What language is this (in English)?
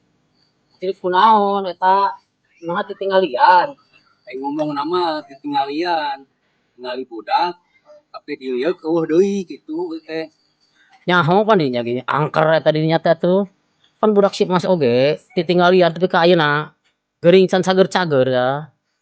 Sundanese